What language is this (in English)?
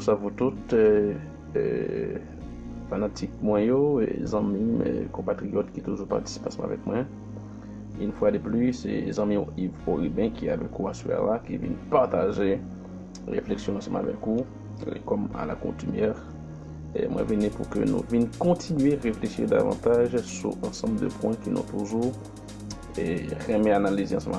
Haitian Creole